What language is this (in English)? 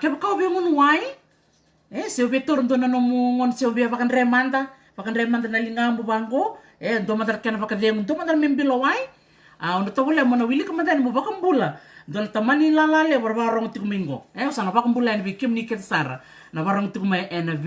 Fijian